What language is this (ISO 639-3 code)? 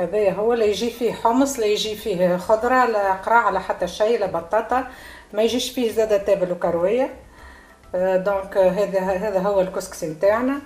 aeb